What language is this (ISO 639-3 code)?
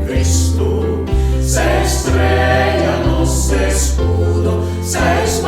pap